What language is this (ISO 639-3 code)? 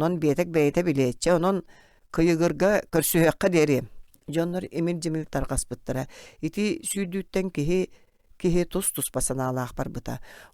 sah